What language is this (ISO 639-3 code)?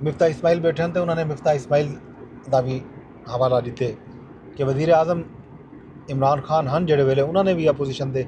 skr